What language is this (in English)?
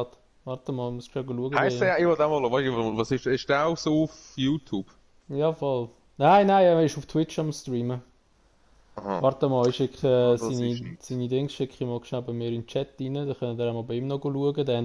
Swiss German